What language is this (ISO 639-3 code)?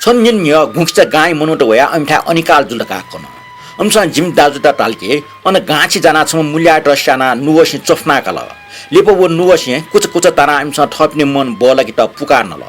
new